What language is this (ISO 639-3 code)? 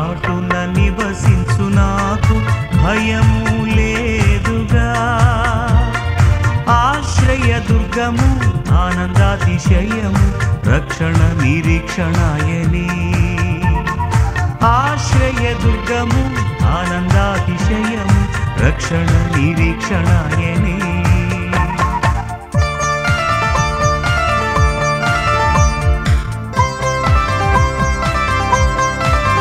tel